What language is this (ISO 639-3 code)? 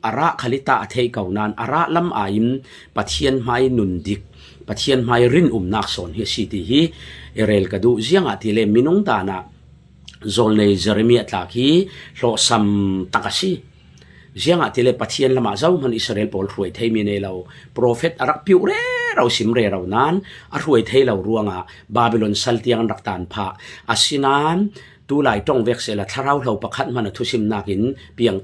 cfm